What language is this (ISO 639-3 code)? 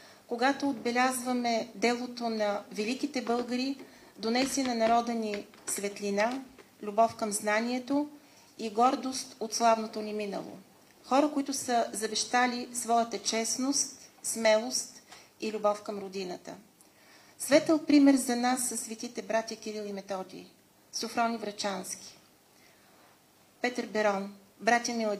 bul